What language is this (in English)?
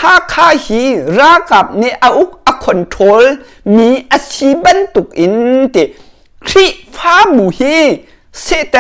Hakha Chin